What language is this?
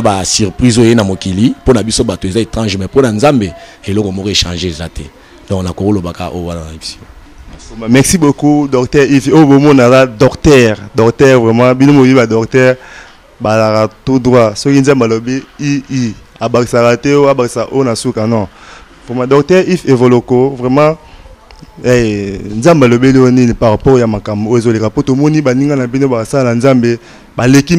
Lingala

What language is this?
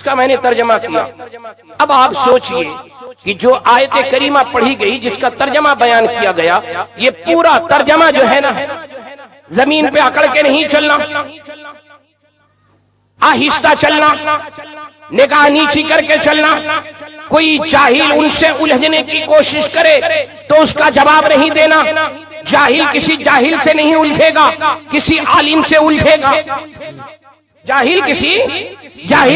Urdu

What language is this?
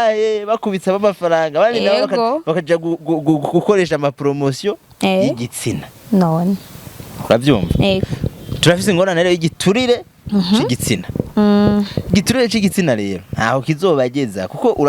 Rundi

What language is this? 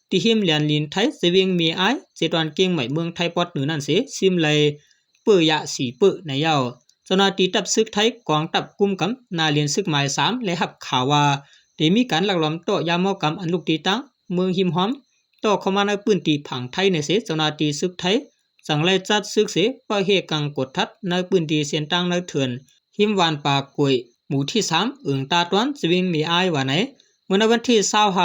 Shan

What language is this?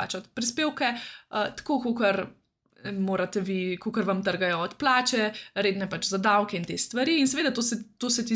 Slovenian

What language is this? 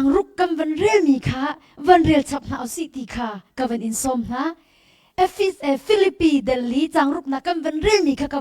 Hakha Chin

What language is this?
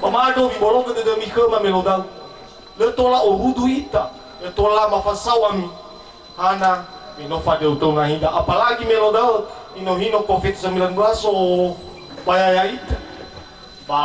Nias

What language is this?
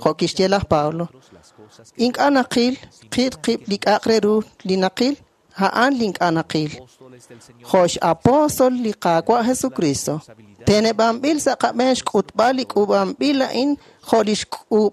Kekchí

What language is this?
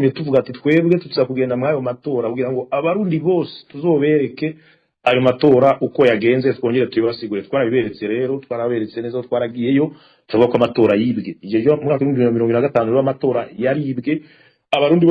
Rundi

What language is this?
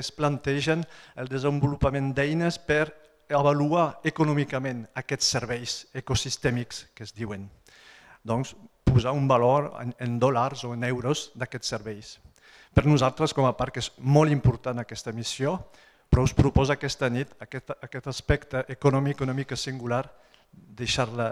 Catalan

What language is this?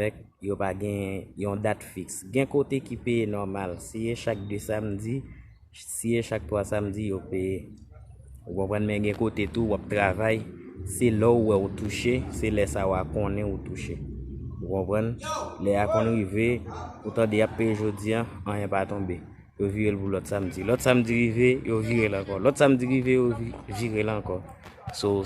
Haitian Creole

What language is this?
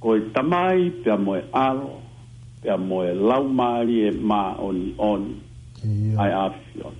Tongan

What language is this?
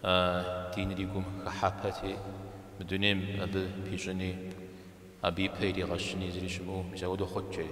Kabardian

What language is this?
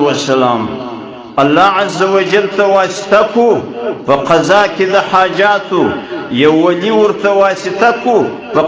Pashto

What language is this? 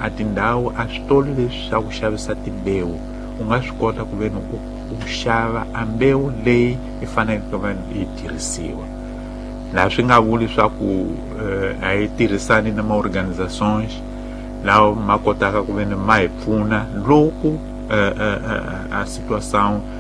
Tsonga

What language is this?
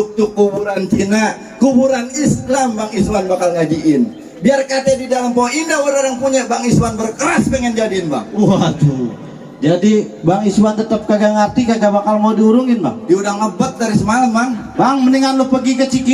Betawi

